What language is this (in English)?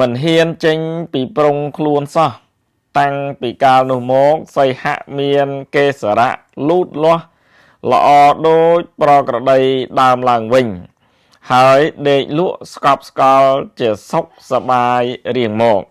Khmer